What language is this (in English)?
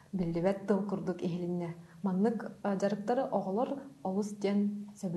Yakut